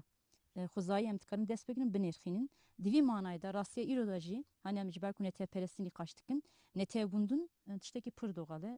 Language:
Kurdish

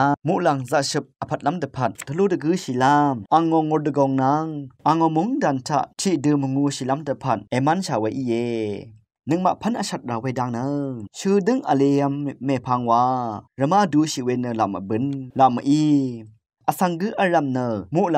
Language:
Rawang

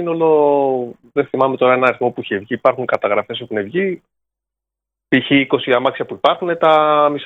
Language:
Greek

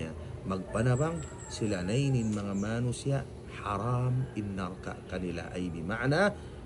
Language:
Tausug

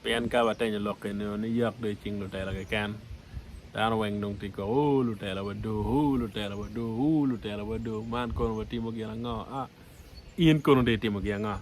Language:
Acoli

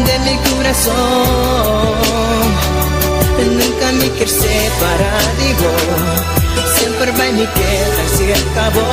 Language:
Papiamento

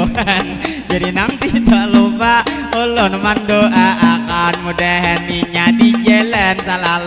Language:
Banjar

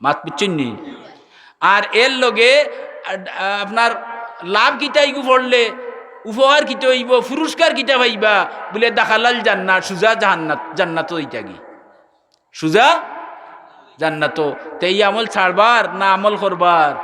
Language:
Sylheti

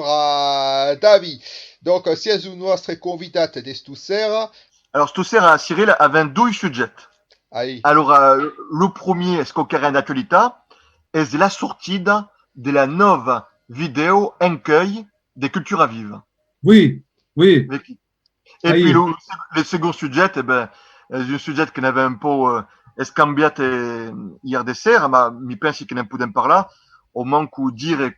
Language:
Occitan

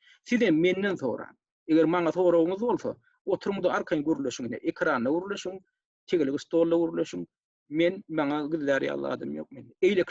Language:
Turkmen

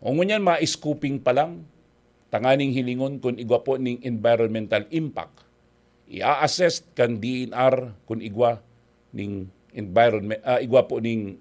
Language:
Bikol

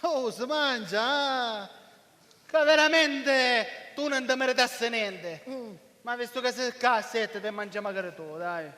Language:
Sicilian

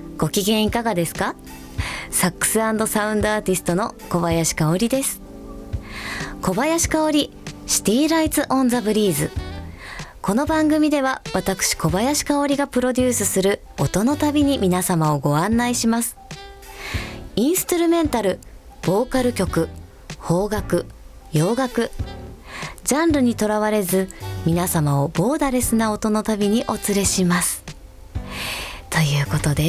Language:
Japanese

